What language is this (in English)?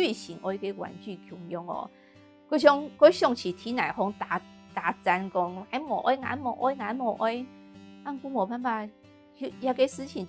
Hakka Chinese